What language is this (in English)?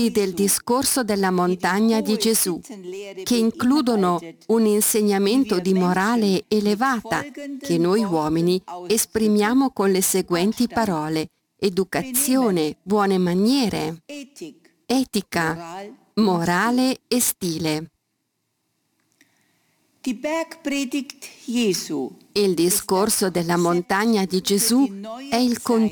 Italian